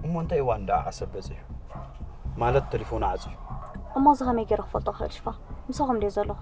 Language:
Tigrinya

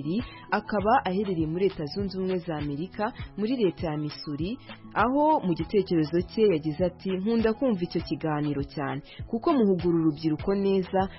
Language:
Kinyarwanda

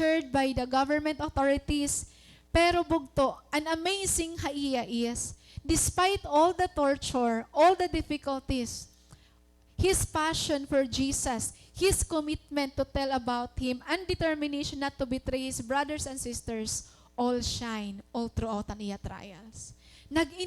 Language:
Waray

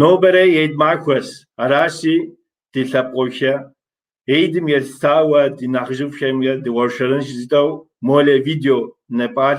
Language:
Kabardian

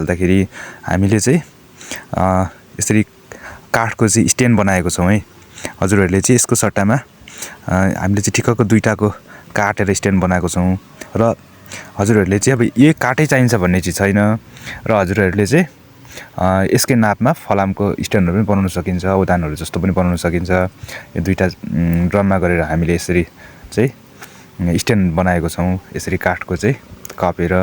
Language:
Nepali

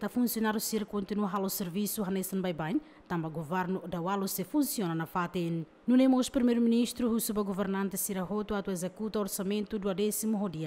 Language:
Tetum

